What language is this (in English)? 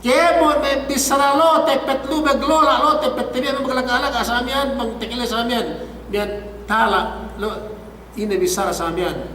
Yakan